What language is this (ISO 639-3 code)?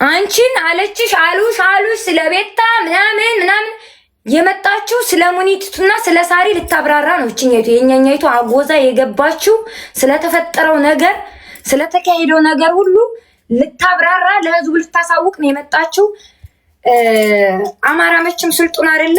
amh